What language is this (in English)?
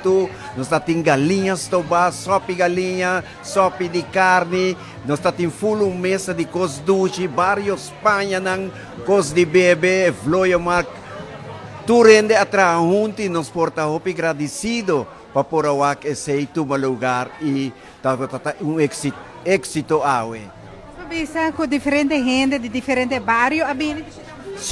Papiamento